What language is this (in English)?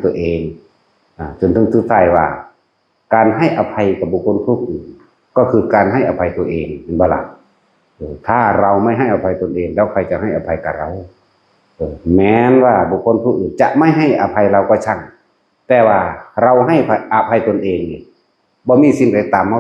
Northeastern Thai